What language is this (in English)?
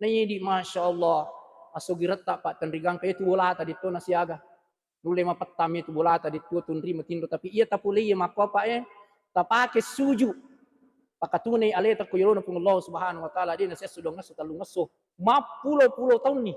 Buginese